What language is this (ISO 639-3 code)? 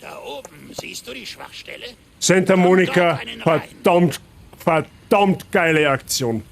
bar